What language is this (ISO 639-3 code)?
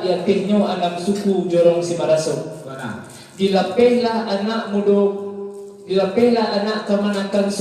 min